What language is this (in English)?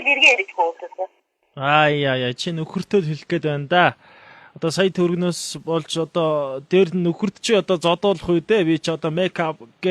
Mongolian